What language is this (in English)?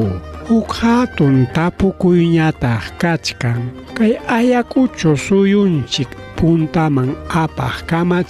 Ayacucho Quechua